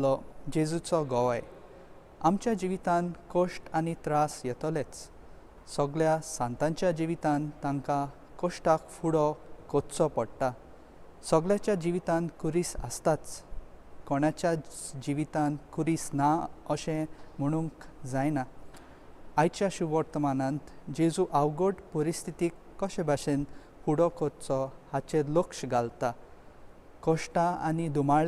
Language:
Konkani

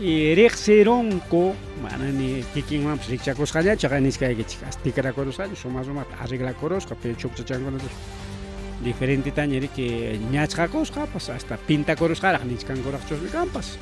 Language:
Ayacucho Quechua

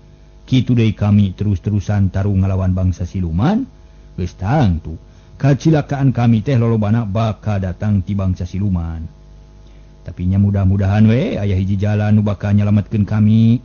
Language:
Sundanese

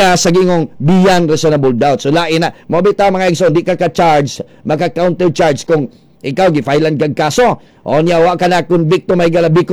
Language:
Cebuano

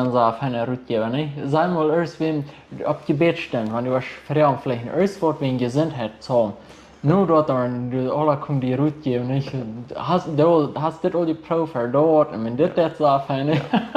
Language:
Plautdietsch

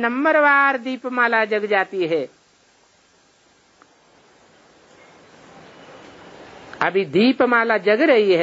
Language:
Hindi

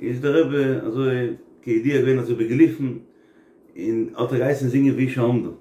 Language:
Yiddish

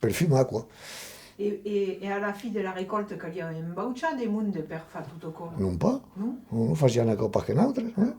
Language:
Occitan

